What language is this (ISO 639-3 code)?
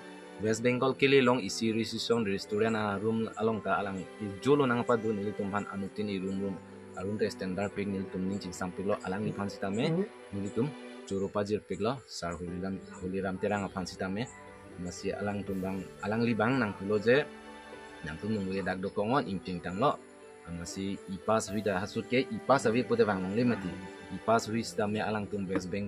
mjw